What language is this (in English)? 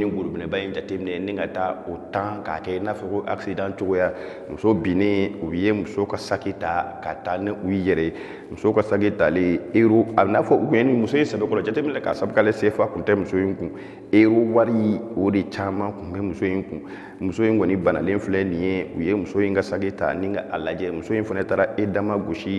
Bambara